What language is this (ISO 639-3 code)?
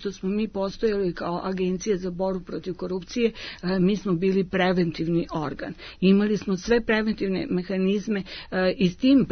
srp